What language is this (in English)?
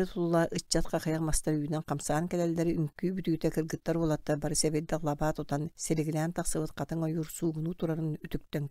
Yakut